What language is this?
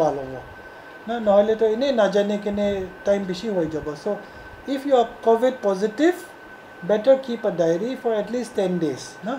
Naga Pidgin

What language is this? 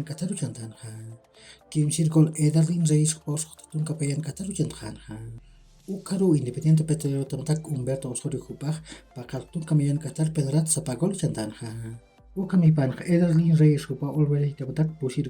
Aymara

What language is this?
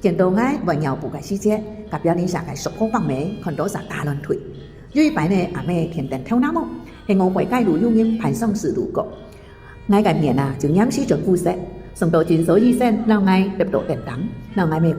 Hakka Chinese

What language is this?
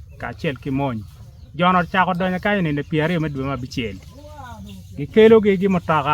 Acoli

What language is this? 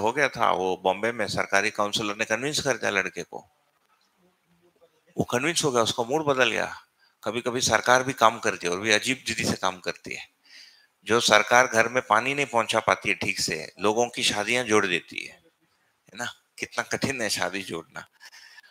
Hindi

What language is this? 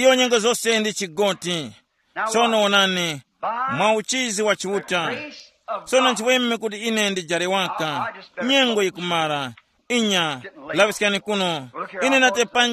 Tumbuka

